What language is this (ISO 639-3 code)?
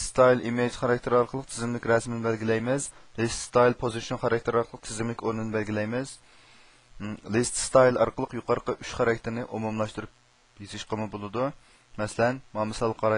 uig